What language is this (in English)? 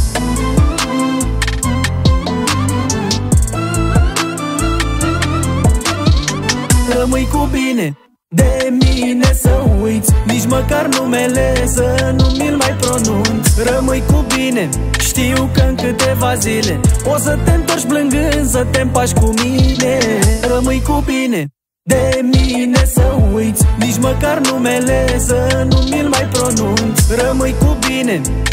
Romanian